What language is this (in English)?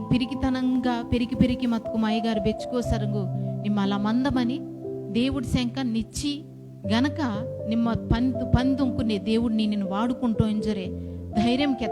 Koya